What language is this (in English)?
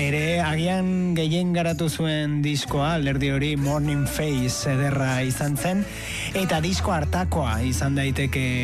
Basque